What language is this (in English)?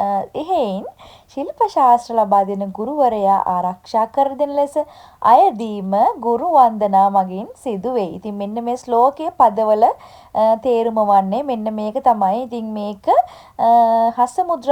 Sinhala